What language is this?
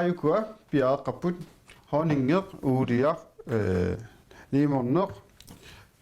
Kalaallisut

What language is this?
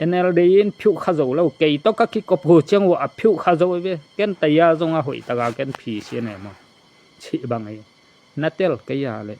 Tedim Chin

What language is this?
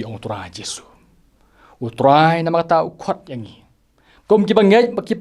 Khasi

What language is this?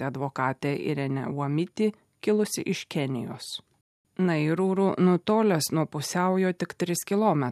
Lithuanian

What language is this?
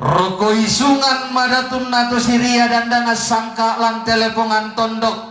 Toraja-Sa'dan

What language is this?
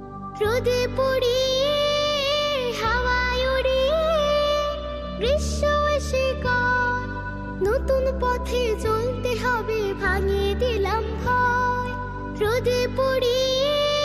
Bangla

